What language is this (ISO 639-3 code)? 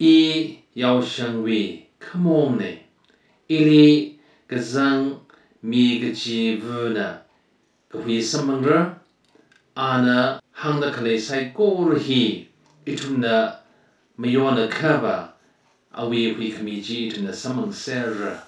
nmf